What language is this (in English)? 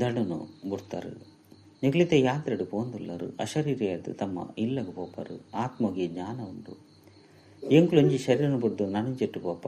Tulu